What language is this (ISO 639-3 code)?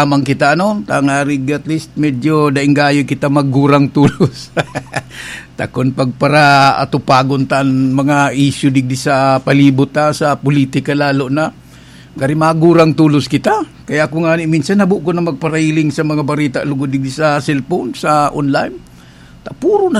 bik